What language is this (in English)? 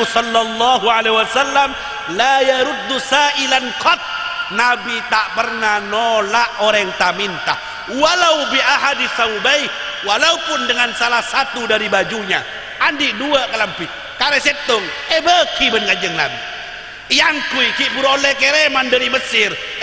Madurese